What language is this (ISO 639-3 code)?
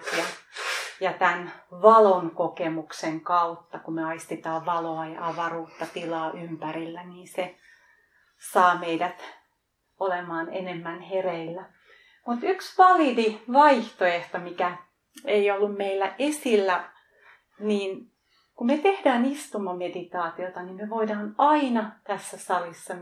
fin